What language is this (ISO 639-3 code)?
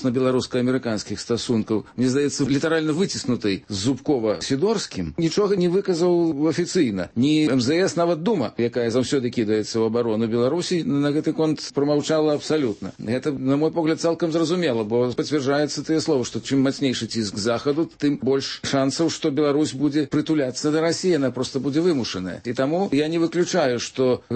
bel